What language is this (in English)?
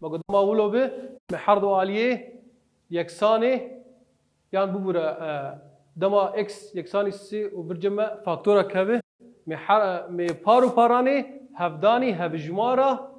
Kurdish